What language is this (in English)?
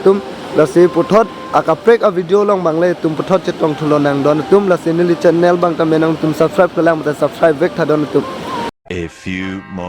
Karbi